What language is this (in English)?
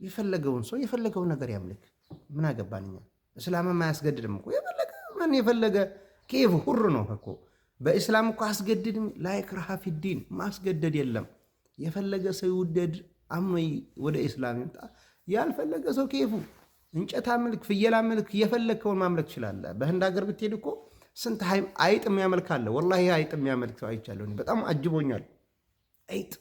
Amharic